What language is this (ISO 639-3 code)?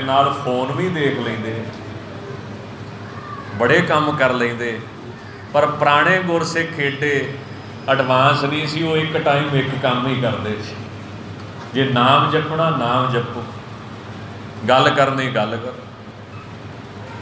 pan